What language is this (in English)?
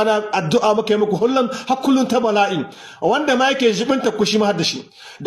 Hausa